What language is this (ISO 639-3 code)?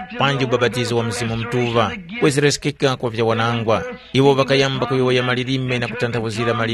tum